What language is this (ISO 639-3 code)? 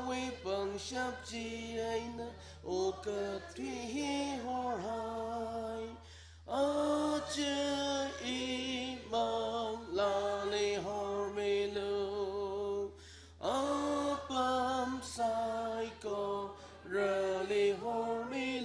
nmf